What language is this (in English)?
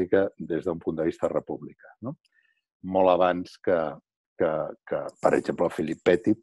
Catalan